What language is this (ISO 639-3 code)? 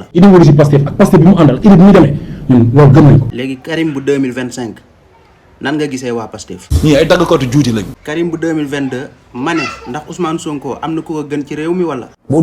wol